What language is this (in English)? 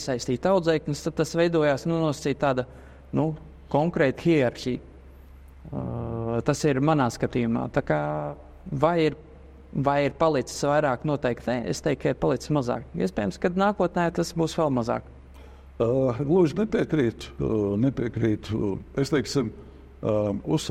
Latvian